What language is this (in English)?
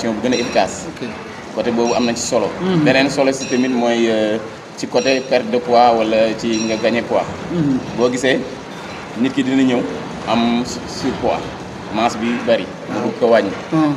Wolof